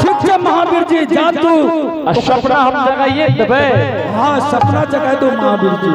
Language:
Angika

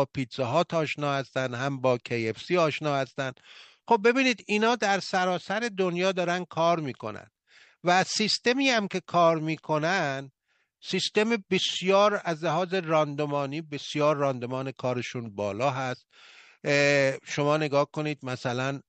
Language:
Persian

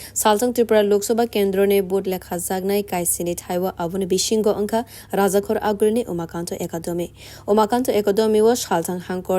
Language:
Kok Borok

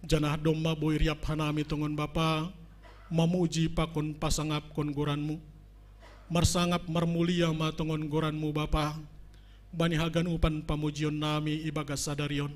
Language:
Batak Simalungun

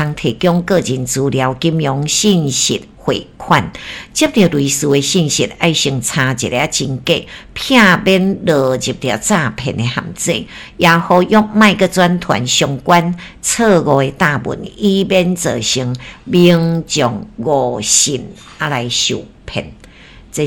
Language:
Min Nan Chinese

